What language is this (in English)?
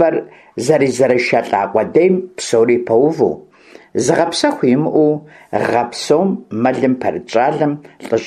Kabardian